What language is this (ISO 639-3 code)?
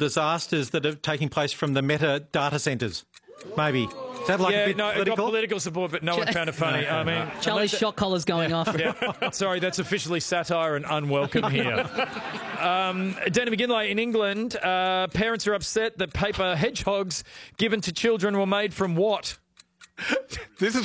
eng